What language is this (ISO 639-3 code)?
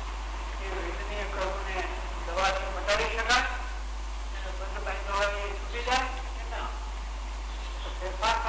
guj